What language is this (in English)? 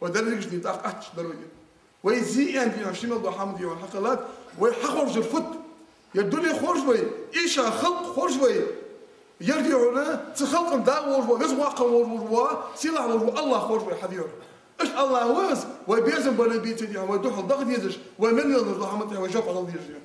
Ingush